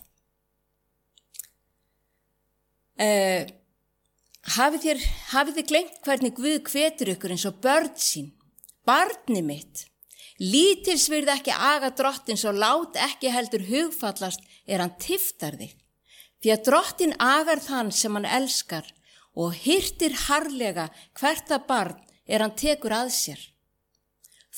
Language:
Icelandic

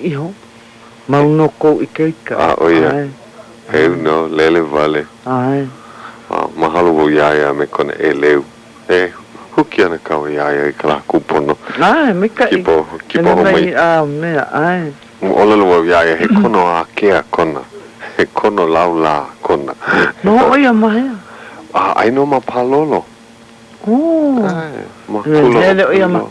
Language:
Hawaiian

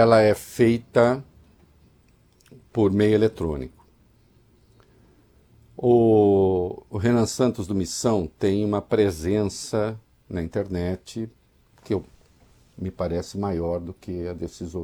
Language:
Portuguese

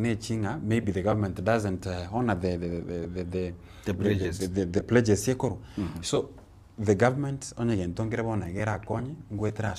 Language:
Gusii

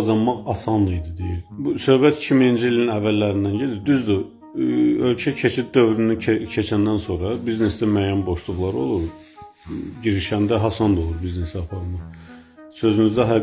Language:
Azerbaijani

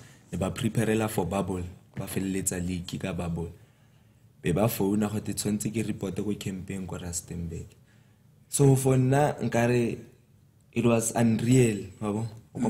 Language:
Tswana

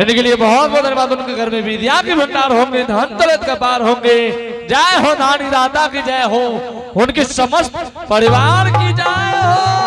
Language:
Angika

